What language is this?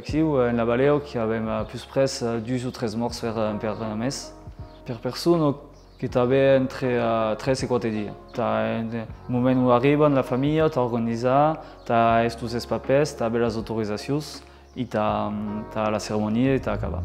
Occitan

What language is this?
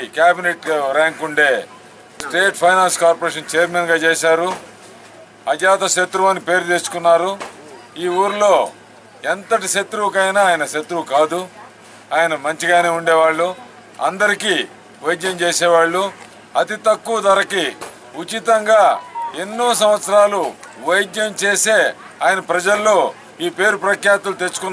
Telugu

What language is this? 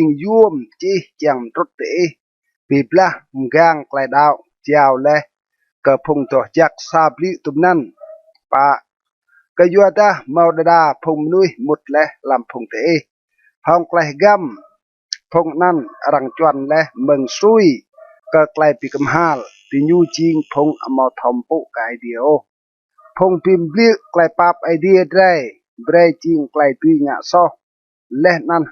Rade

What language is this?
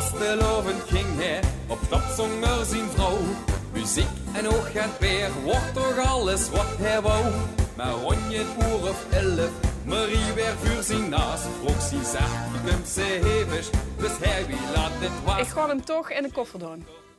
Limburgish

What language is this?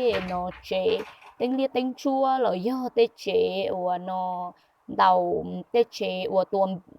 Hmong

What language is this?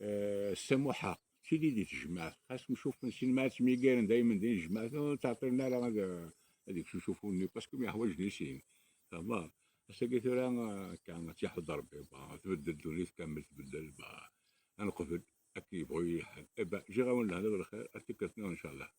Kabyle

